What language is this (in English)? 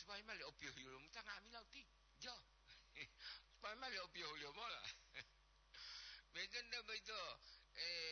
Gorontalo